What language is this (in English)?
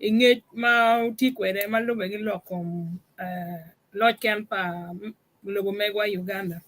Acoli